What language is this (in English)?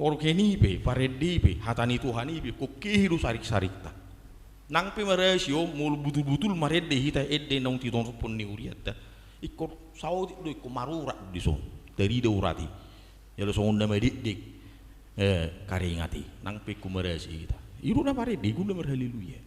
Batak Toba